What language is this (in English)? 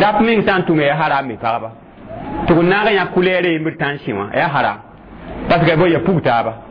Mossi